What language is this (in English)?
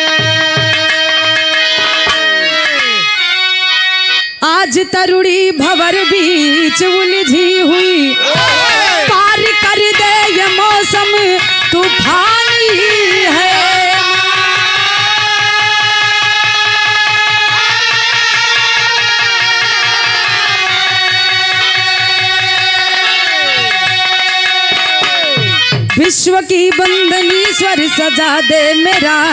Bhojpuri